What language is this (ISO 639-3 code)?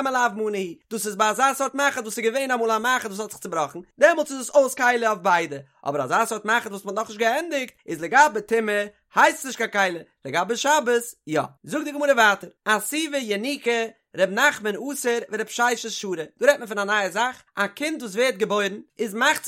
yid